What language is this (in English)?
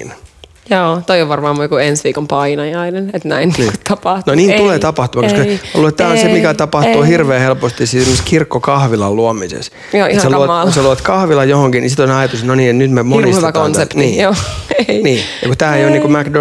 Finnish